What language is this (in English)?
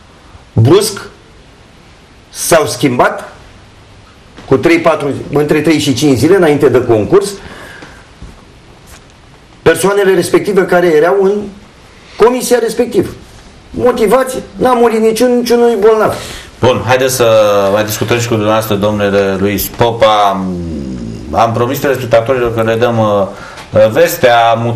Romanian